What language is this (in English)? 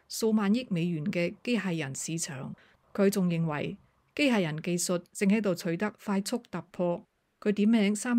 Cantonese